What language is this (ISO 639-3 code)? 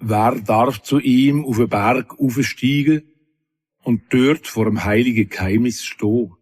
gsw